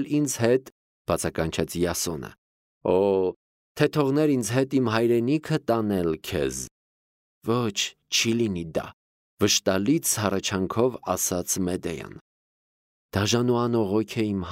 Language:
Armenian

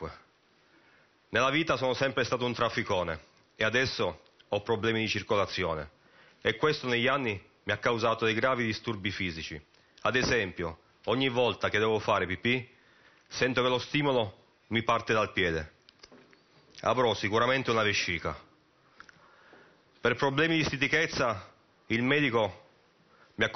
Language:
Italian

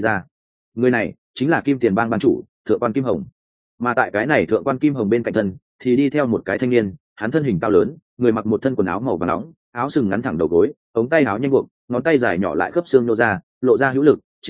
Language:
Vietnamese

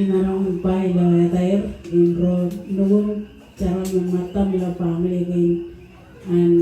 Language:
Marshallese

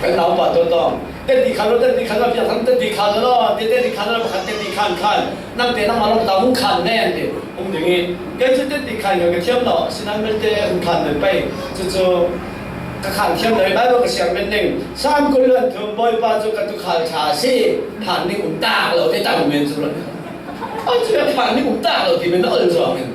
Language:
Falam Chin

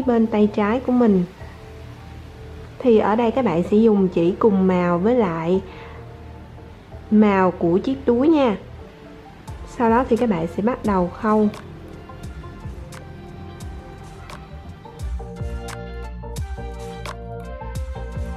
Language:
Vietnamese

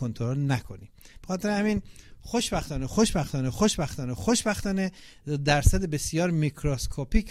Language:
Persian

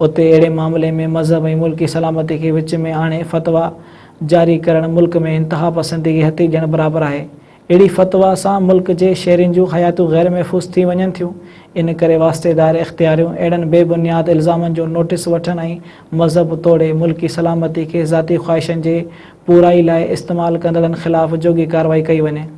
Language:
Sindhi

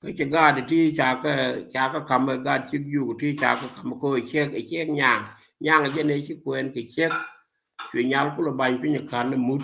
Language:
Nuer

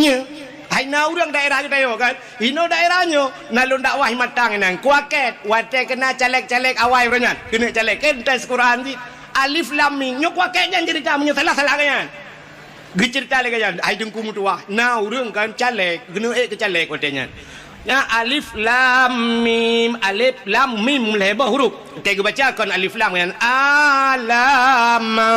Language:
Achinese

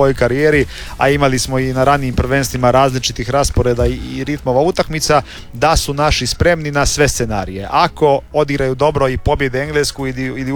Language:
Croatian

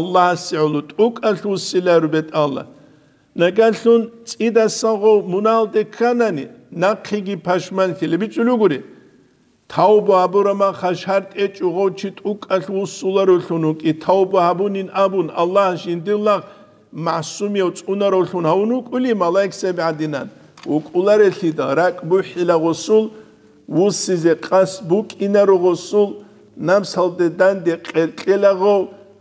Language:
Avaric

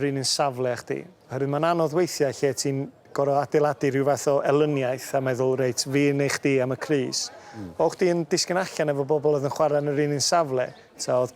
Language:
Welsh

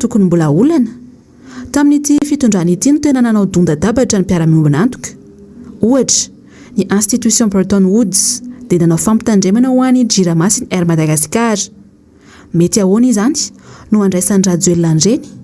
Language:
Malagasy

